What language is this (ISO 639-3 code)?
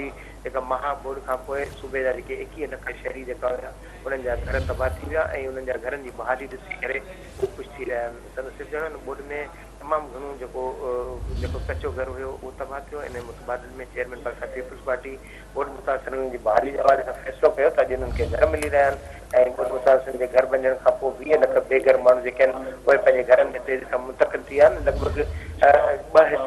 snd